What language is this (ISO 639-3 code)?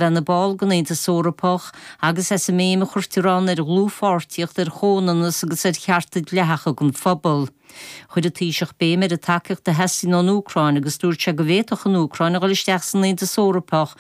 gle